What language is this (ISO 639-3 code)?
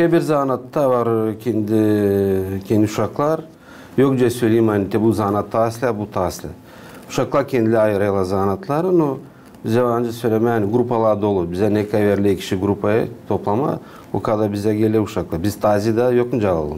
gag